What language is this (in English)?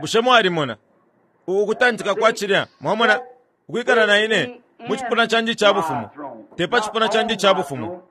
Bemba